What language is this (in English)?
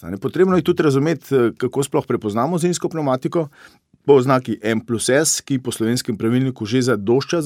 Slovenian